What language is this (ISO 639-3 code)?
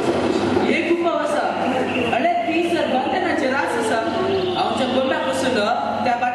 kok